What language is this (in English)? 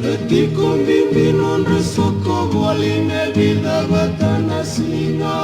Fijian